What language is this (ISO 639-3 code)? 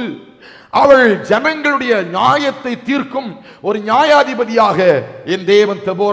tam